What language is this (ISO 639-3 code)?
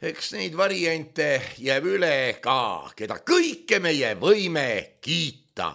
est